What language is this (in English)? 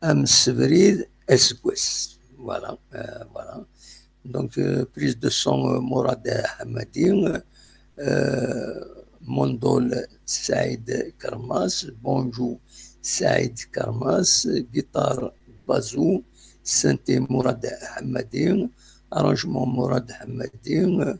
Kabyle